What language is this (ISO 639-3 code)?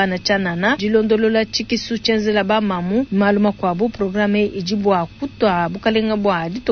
lua